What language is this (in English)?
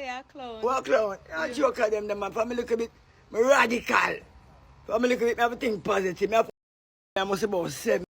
Jamaican Creole English